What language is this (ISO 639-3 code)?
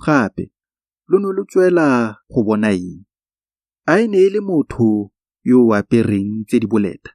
tsn